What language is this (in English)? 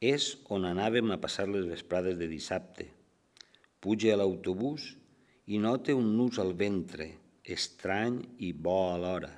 Catalan